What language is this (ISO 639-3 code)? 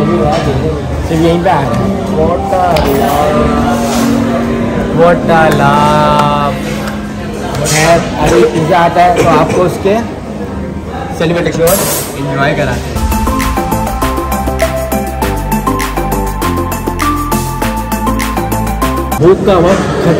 hin